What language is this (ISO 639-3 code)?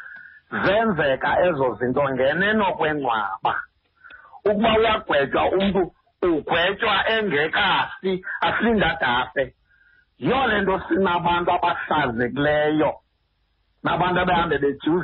xho